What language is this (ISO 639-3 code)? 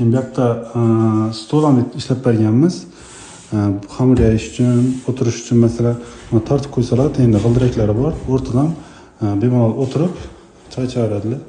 uzb